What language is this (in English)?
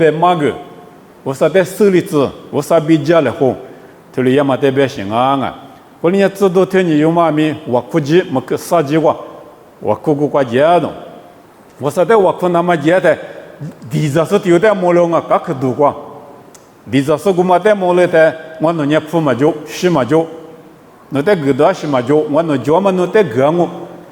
Lisu